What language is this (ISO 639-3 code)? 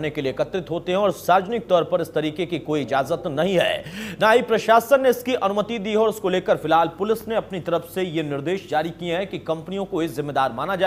hin